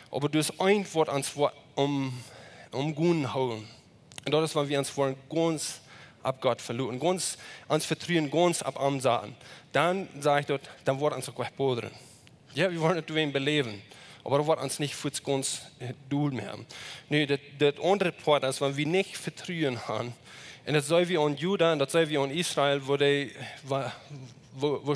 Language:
Plautdietsch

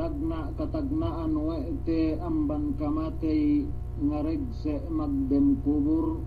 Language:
Yakan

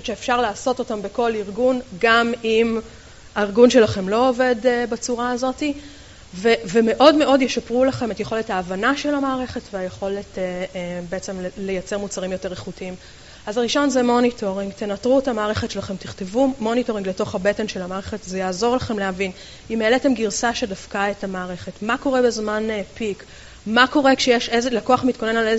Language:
Hebrew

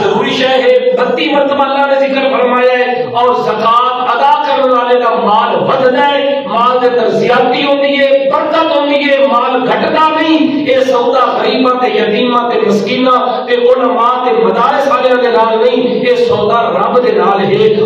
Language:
Saraiki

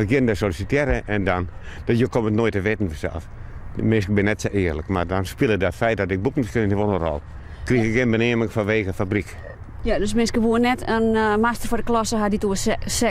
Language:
Western Frisian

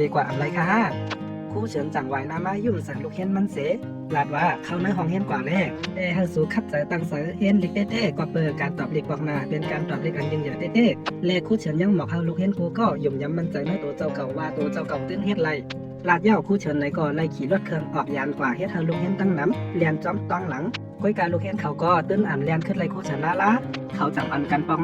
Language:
Shan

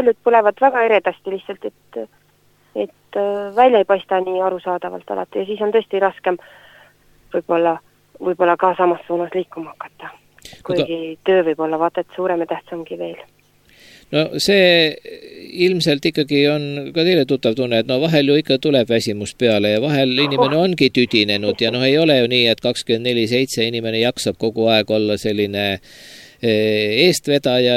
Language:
Estonian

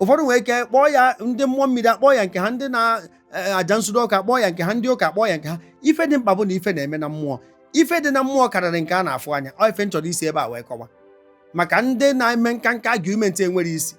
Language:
Igbo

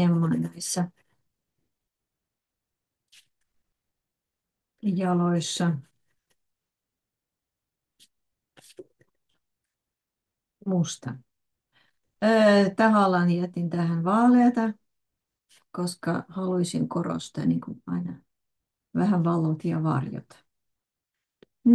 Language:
Finnish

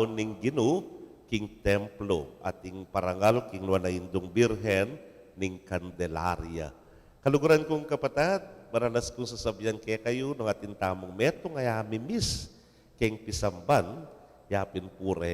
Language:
Pampanga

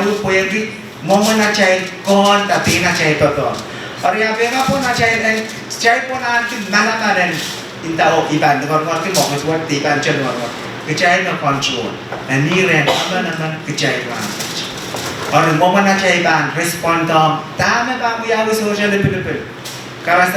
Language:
Pohnpeian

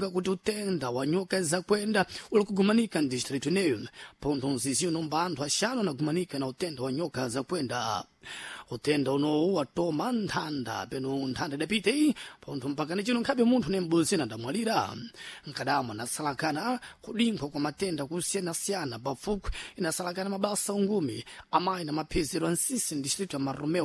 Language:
Sena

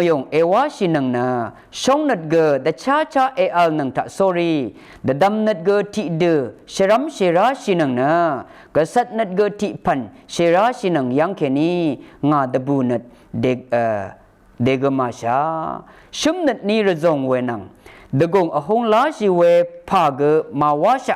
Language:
Rawang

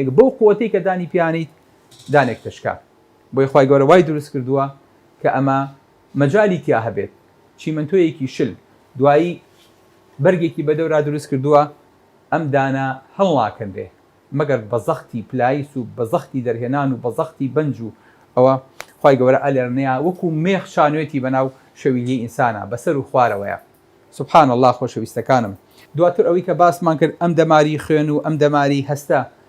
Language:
Central Kurdish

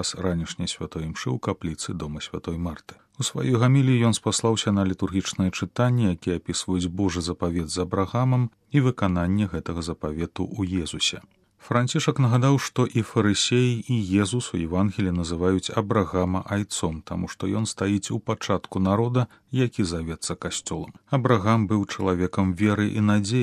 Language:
Belarusian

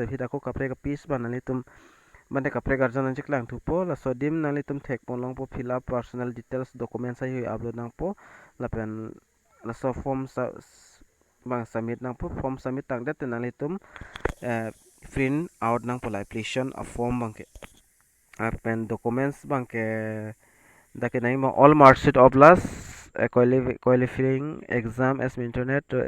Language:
Karbi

